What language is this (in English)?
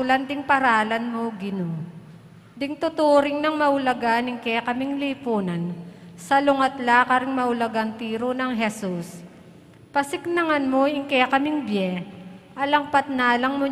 Pampanga